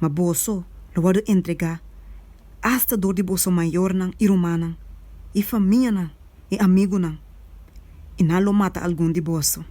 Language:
Papiamento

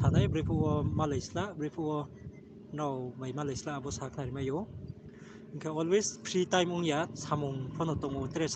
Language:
Riang (India)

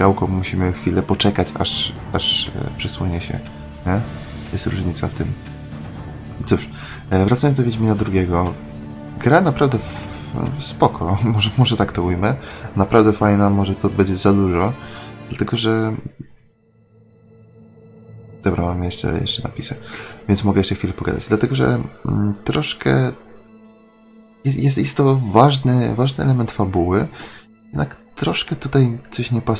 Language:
Polish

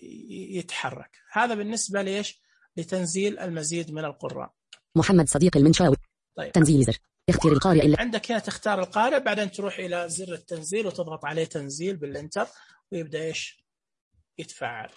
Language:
Najdi Arabic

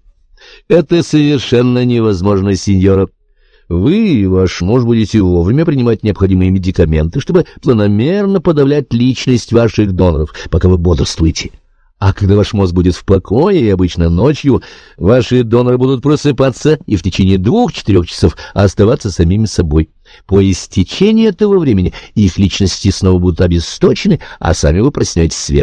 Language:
Russian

